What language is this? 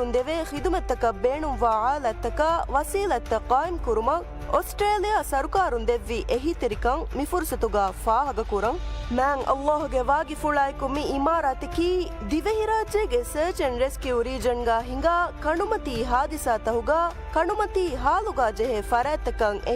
Divehi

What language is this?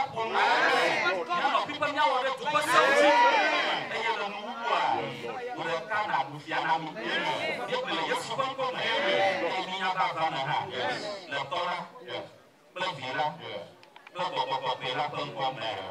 Ewe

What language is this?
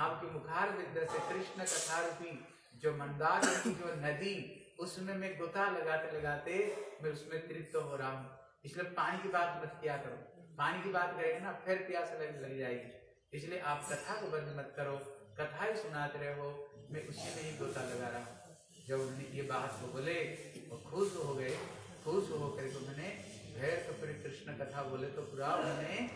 Hindi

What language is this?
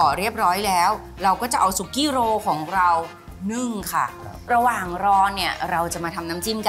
Thai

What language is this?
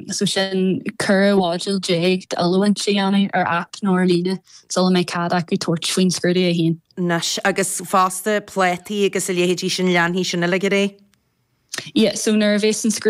Irish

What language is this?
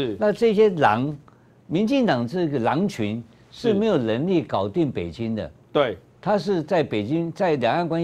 Chinese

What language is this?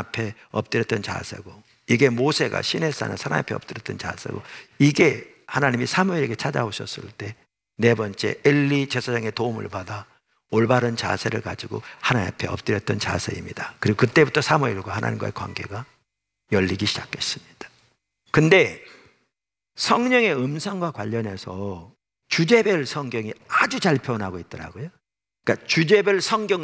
Korean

